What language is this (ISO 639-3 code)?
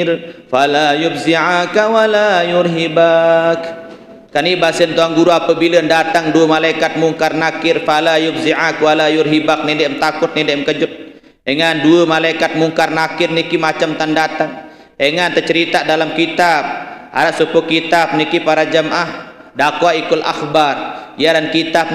sas